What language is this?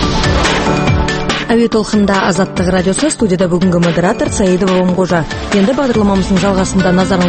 Kazakh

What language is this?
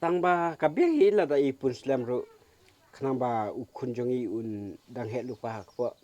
Khasi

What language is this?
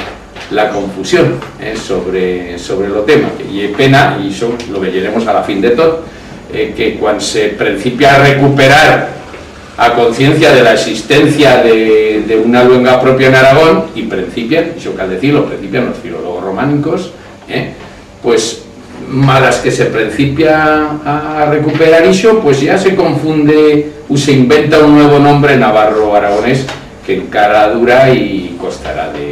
Aragonese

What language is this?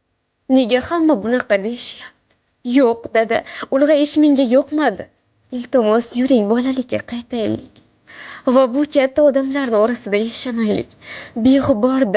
Uzbek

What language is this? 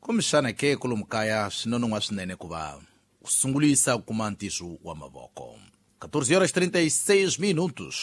Tsonga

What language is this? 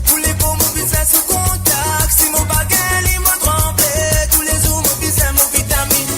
Morisyen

